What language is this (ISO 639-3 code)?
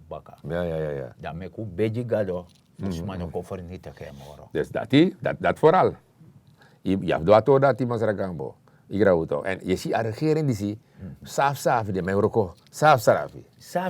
srn